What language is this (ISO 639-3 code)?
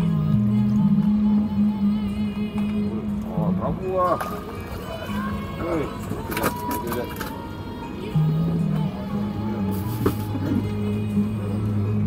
msa